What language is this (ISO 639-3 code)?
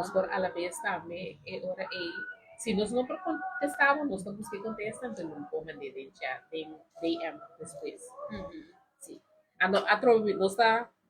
pap